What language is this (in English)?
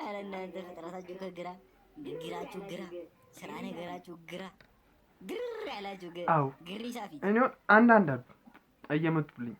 Amharic